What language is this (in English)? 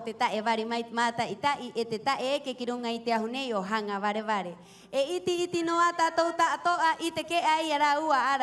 Rapanui